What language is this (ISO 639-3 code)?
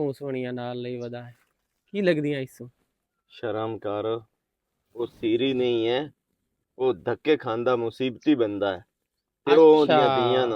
lah